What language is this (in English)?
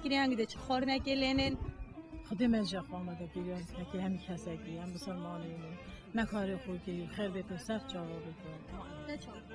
Kurdish